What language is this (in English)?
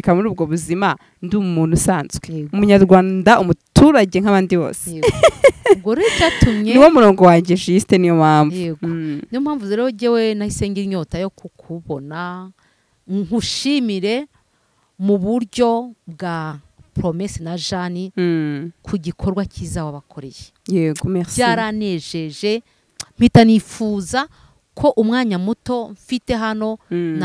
Kinyarwanda